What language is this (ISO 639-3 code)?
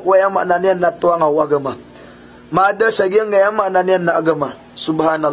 mrw